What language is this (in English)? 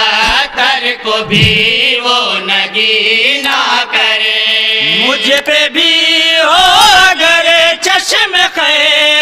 Urdu